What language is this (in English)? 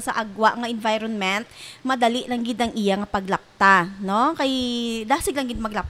Hiligaynon